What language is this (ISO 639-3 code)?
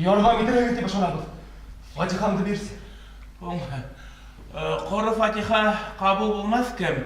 bak